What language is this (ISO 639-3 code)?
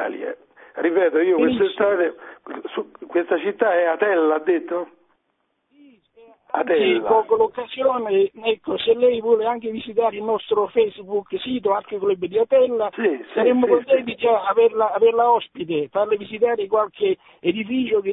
ita